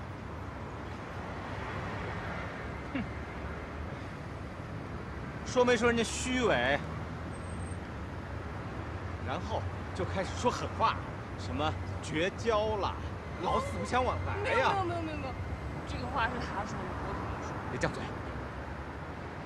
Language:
Chinese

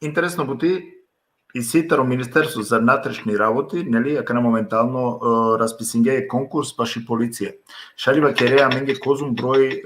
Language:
Balkan Romani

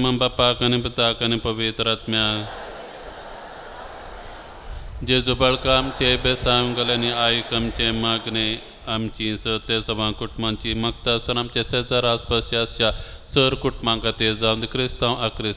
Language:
Konkani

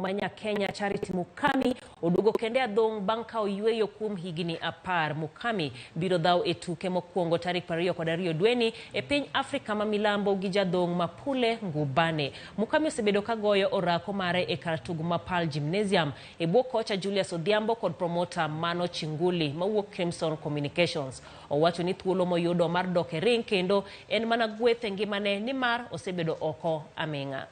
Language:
Luo (Kenya and Tanzania)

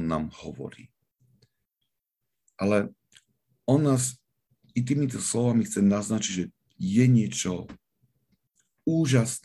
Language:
Slovak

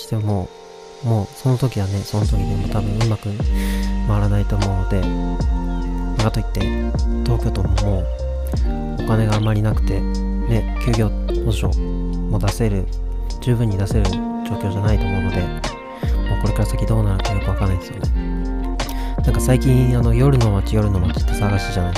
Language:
Japanese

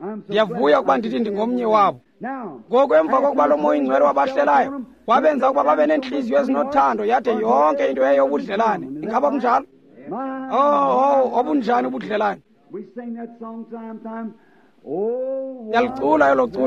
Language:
Xhosa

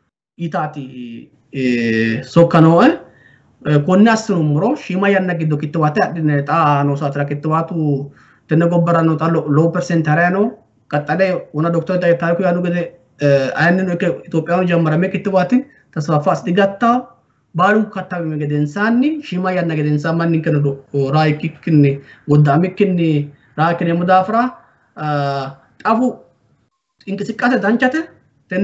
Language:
Sidamo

